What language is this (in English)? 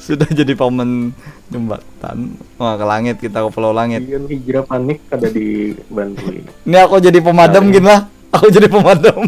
Banjar